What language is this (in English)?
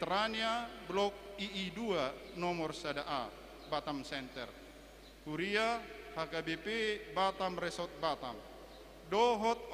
Batak Toba